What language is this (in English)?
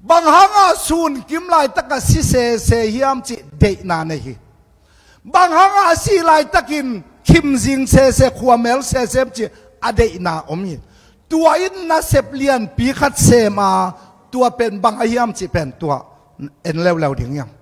Tedim Chin